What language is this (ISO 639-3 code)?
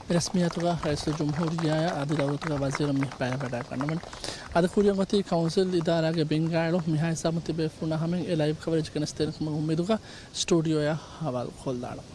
div